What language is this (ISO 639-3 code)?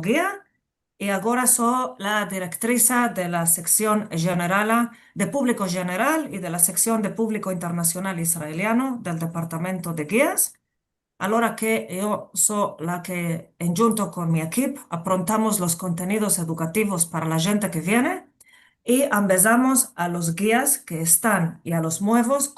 lad